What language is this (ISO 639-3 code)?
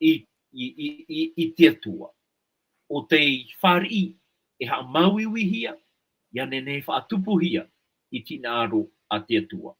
tah